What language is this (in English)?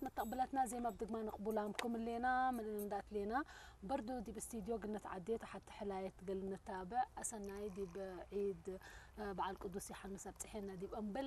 Tigrinya